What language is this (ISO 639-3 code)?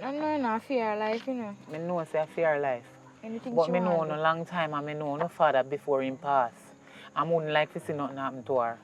jam